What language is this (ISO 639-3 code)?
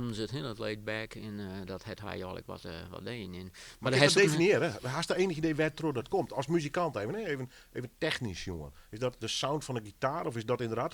fry